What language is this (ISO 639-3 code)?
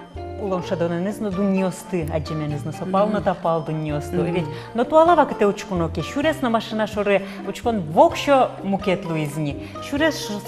udm